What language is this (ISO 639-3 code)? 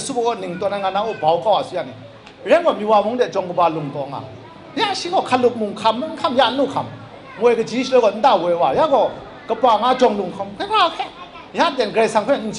kac